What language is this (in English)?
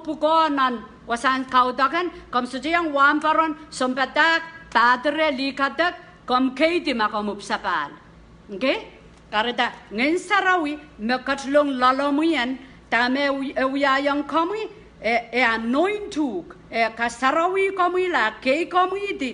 Pohnpeian